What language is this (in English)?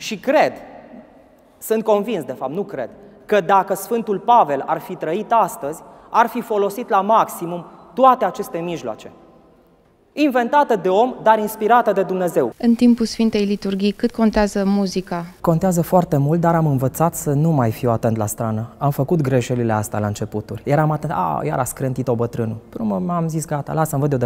Romanian